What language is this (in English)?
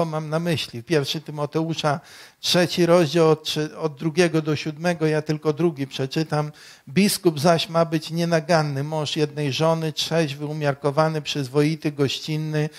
Polish